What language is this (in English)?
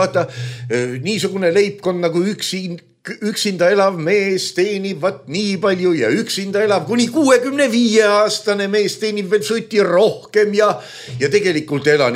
Estonian